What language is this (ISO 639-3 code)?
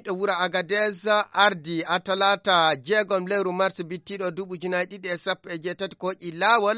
ful